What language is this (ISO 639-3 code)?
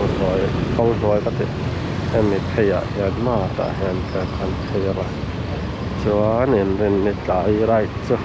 lus